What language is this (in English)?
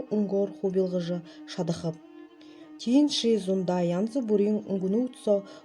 Buriat